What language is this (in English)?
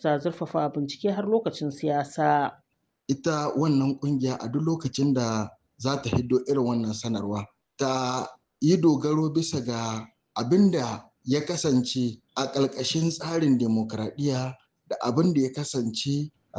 Hausa